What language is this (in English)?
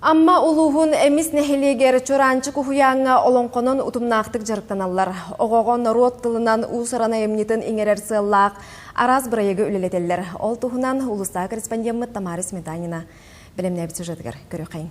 Yakut